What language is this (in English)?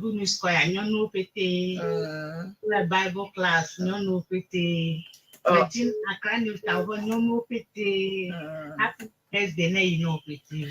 Ewe